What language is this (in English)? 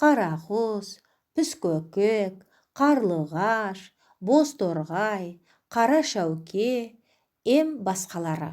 Nogai